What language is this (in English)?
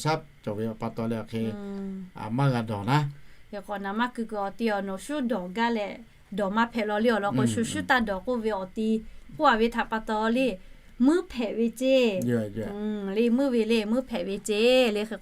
Lahu